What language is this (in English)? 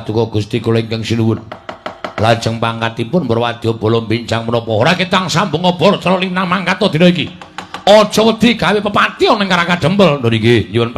Javanese